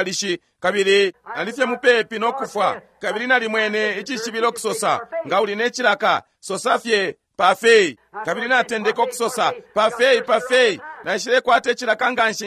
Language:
Bemba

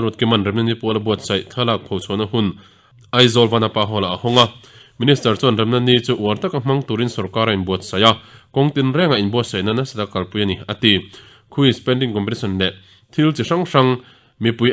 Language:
Mizo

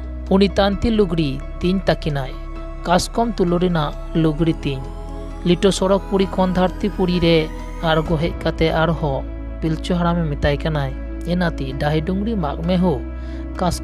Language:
Santali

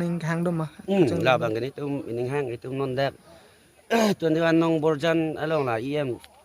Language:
Karbi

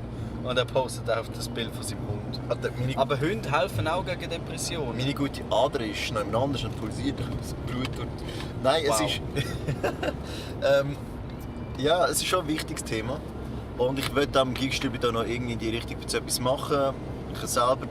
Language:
Swiss German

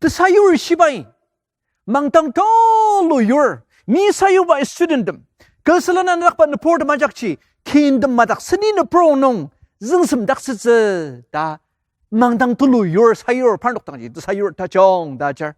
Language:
Ao Naga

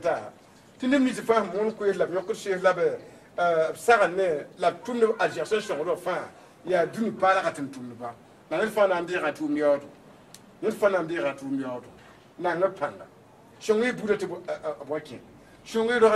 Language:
Mossi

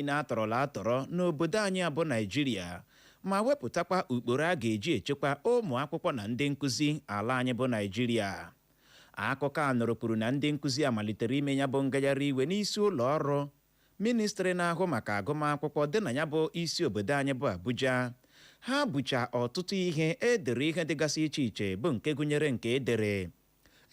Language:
Igbo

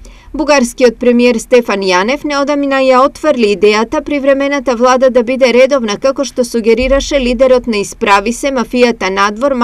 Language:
Macedonian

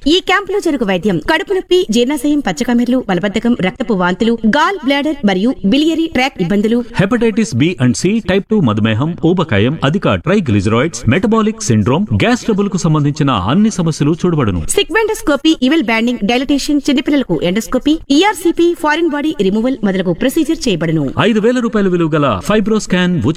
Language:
Telugu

